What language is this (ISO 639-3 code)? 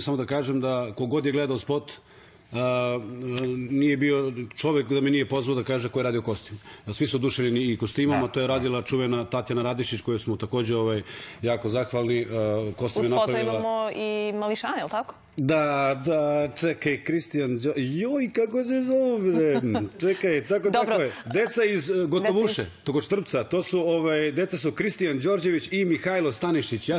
srp